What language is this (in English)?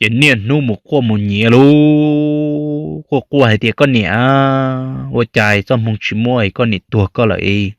Hmong